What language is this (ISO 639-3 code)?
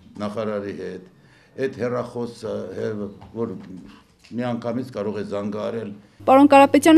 hye